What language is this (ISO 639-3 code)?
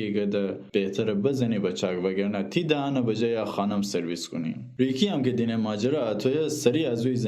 glk